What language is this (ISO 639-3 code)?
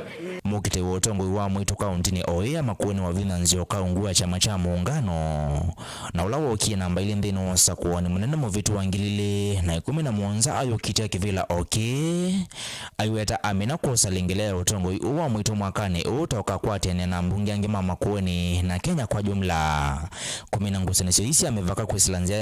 kam